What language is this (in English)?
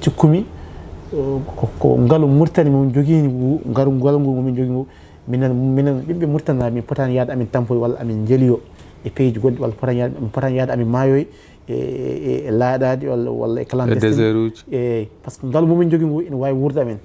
Fula